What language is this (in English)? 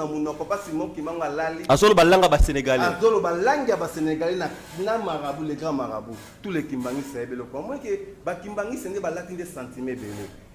Lingala